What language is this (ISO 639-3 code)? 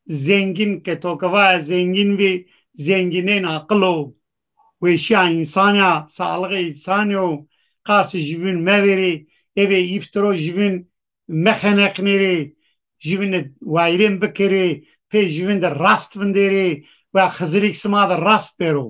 zza